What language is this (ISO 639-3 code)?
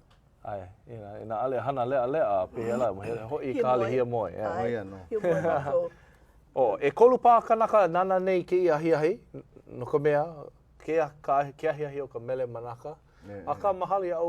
haw